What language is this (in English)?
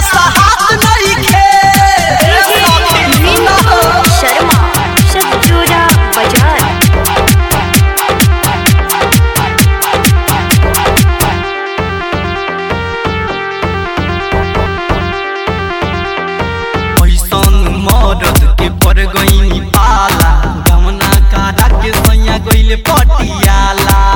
Bhojpuri